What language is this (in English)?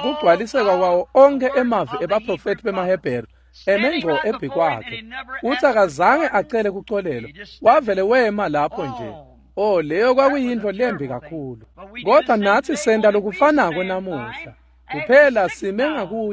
Swati